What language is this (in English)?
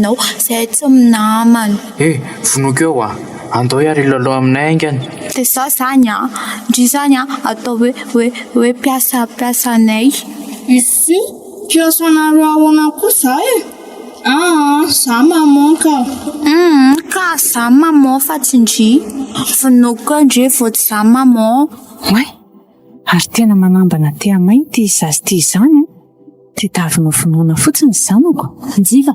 Malagasy